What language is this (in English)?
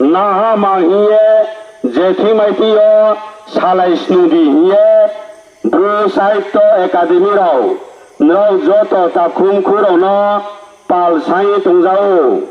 Riang (India)